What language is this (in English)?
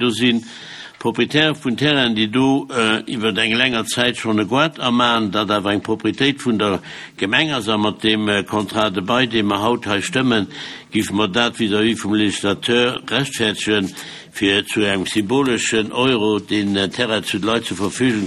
Luxembourgish